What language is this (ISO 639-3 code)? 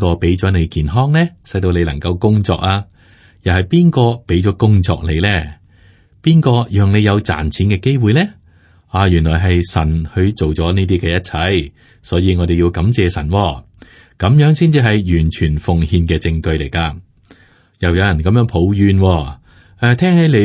yue